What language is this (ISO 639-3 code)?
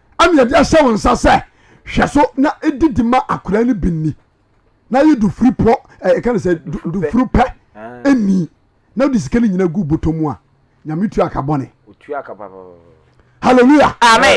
aka